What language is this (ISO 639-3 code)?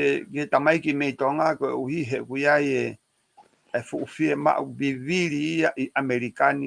ton